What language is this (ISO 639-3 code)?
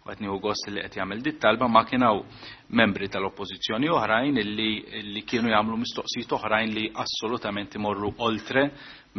mlt